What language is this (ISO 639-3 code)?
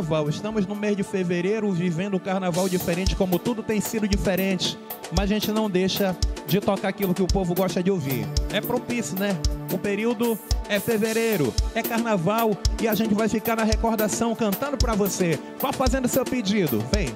por